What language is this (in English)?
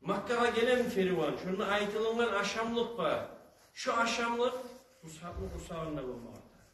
Kumyk